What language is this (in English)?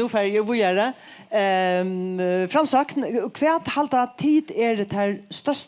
Faroese